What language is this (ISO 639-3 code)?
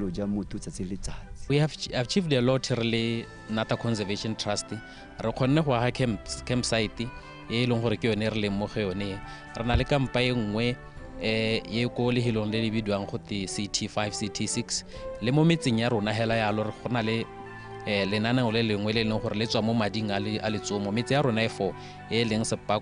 tsn